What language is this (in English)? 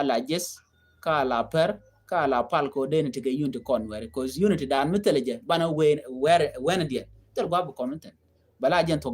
Nuer